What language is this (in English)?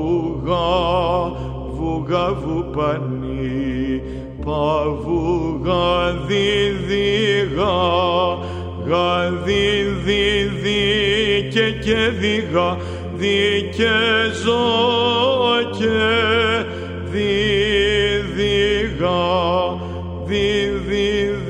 Greek